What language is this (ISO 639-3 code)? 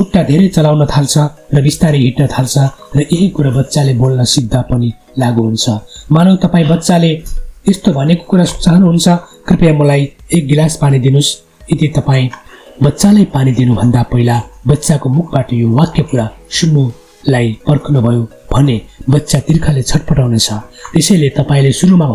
nep